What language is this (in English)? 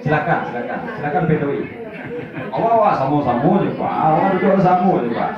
Minangkabau